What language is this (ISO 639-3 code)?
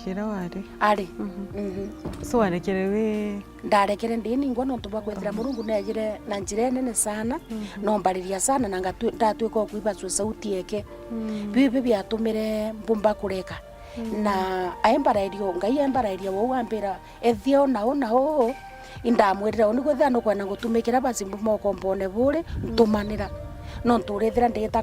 mer